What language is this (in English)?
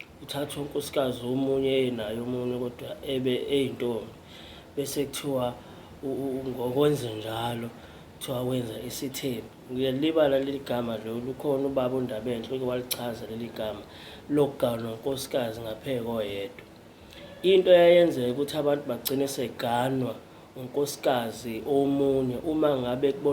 Zulu